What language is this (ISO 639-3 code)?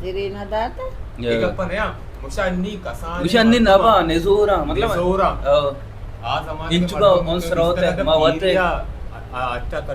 bal